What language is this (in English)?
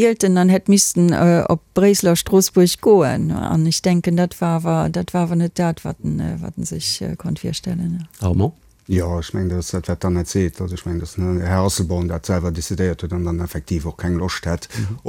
Luxembourgish